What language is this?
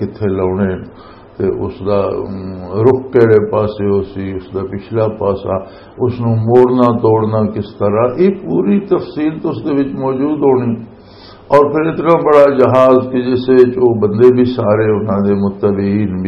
Western Panjabi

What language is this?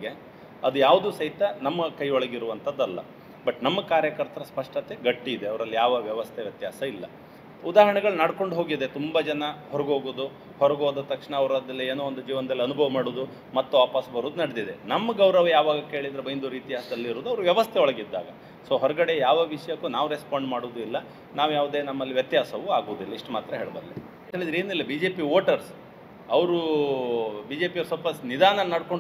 Kannada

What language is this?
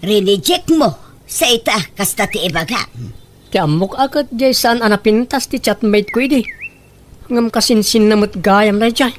Iloko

